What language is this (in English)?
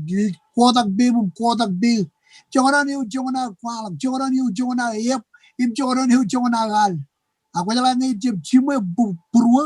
Marshallese